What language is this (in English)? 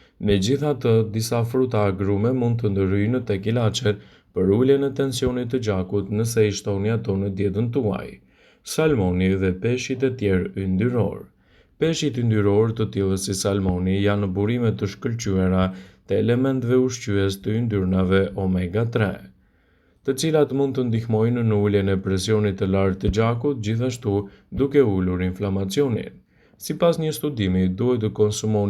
Albanian